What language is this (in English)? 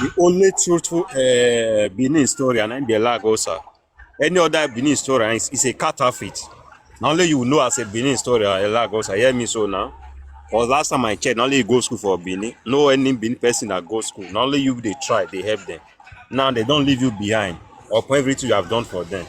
Nigerian Pidgin